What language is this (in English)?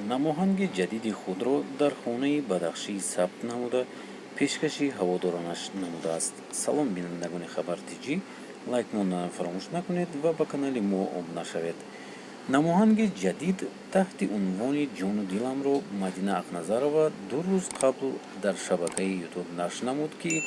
Tajik